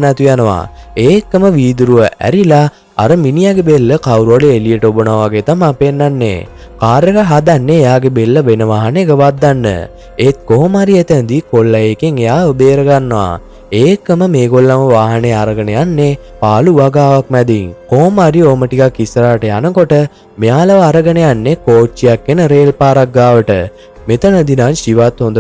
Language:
Sinhala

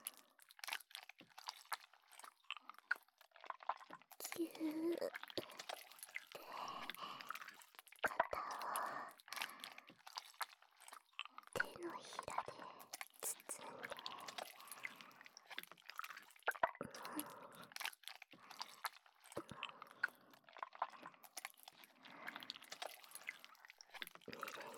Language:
Japanese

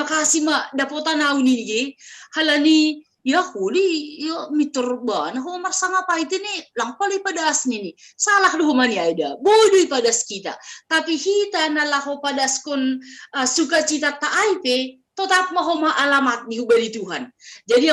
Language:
Batak Simalungun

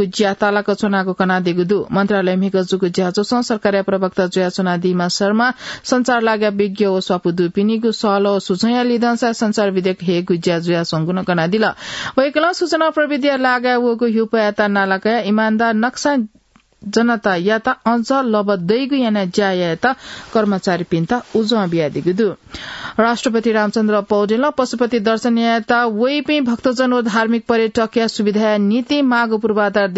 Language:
Newari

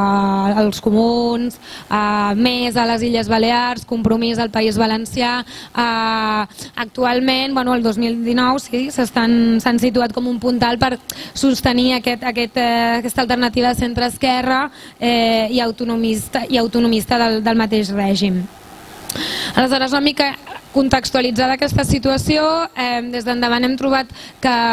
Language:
Catalan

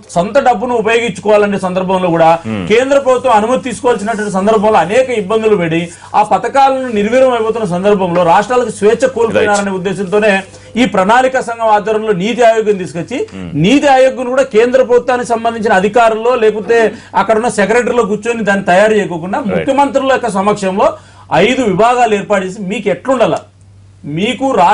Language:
Telugu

